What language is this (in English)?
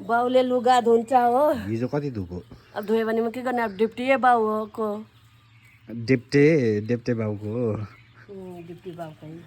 Nepali